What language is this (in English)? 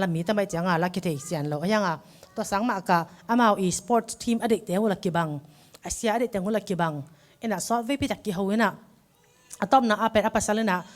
Tedim Chin